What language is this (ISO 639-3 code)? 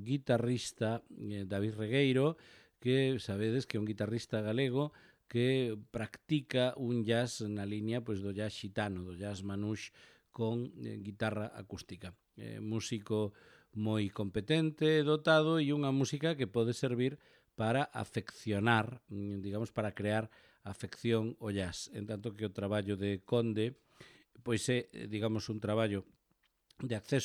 glg